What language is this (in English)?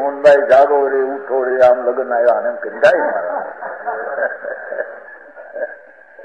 Gujarati